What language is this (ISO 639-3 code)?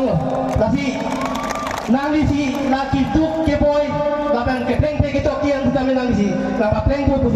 mjw